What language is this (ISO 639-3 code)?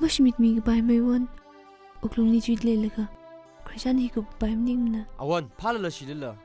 nmf